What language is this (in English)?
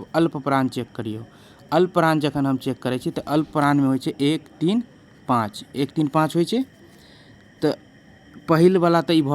Maithili